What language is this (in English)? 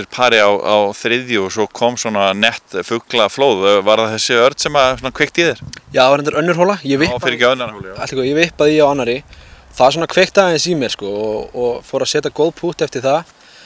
Icelandic